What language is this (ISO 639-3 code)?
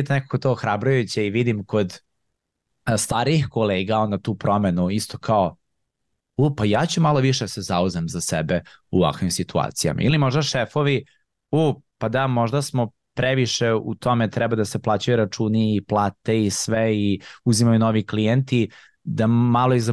srp